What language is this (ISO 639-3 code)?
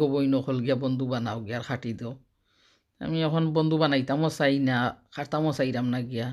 syl